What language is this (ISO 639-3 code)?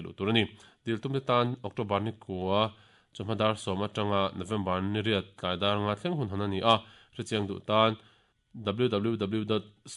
lus